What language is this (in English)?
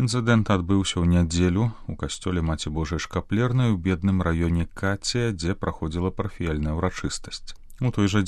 Belarusian